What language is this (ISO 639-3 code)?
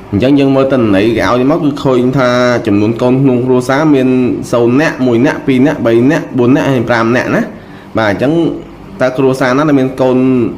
khm